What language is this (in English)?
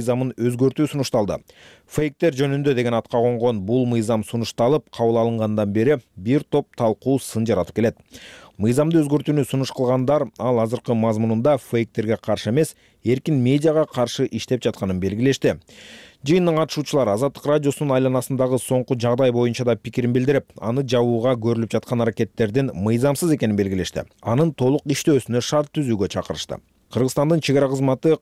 Kyrgyz